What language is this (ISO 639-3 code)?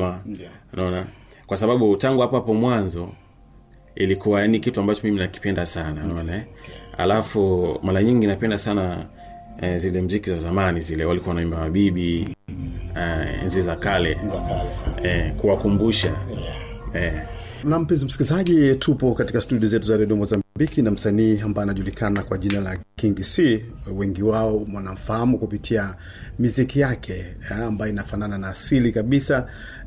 swa